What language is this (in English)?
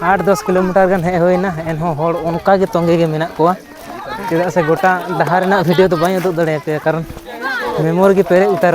Santali